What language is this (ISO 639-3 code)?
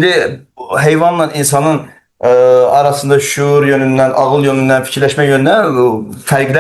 aze